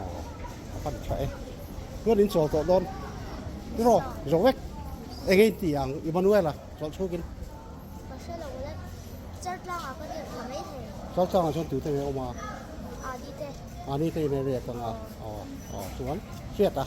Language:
Mizo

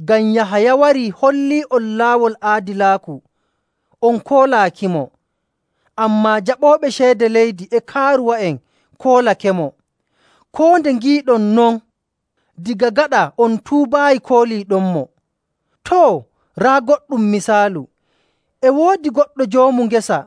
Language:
Nigerian Fulfulde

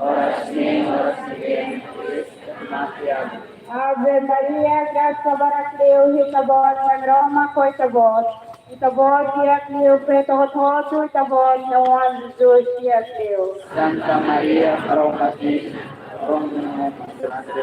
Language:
Tetum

